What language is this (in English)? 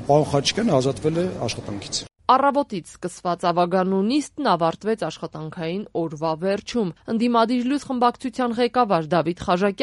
Armenian